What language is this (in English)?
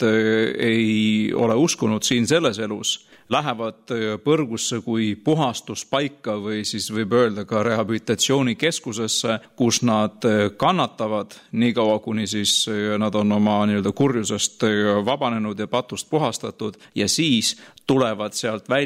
Estonian